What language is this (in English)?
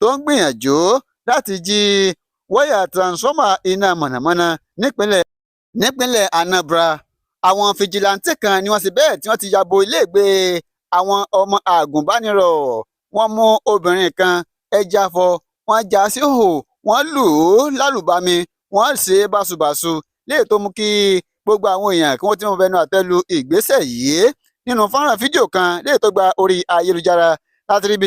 Yoruba